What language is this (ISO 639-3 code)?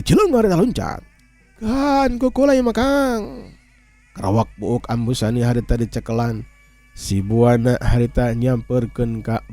sun